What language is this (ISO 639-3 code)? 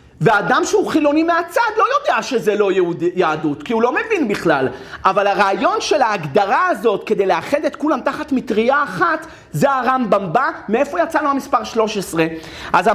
heb